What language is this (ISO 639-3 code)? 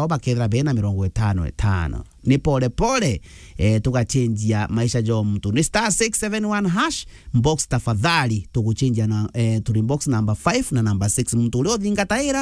mer